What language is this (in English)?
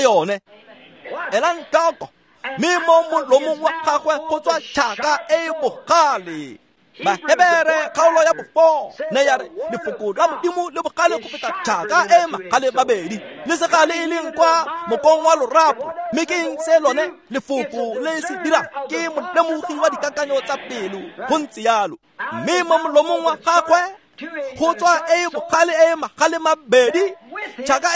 Tswana